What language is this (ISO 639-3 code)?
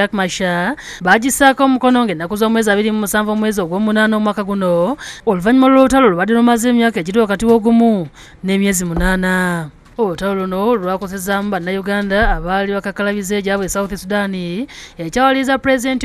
lug